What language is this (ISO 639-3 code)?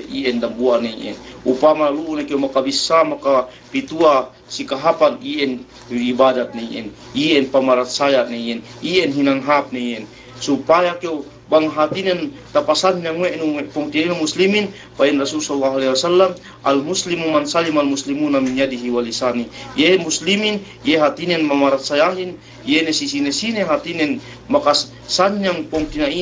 yka